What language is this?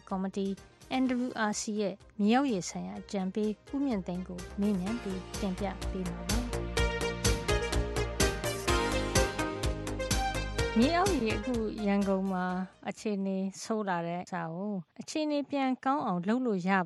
Burmese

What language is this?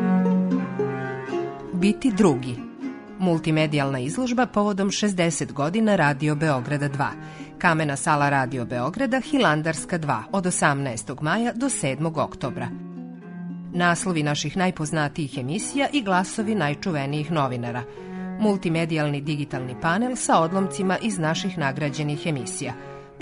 Serbian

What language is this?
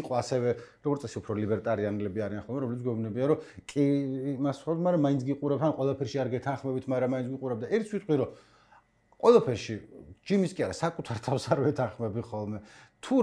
Georgian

